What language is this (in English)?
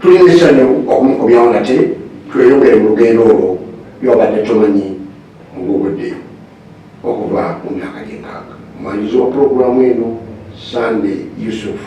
Ganda